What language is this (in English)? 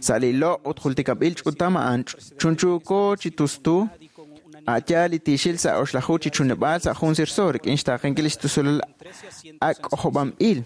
Kekchí